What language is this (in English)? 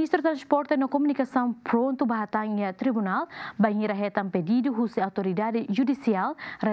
Tetum